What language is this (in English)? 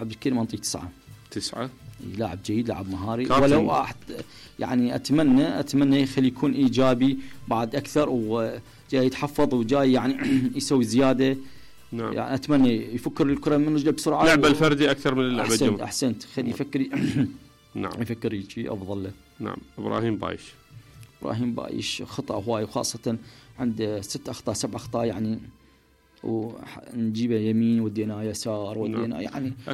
Mesopotamian Arabic